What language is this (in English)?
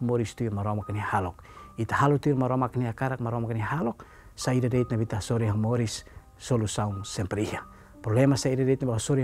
Tetum